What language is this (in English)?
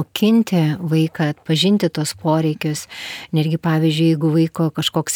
Lithuanian